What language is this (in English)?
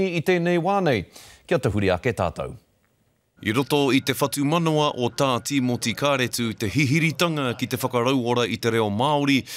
Māori